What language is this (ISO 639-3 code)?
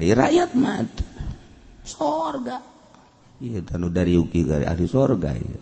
sun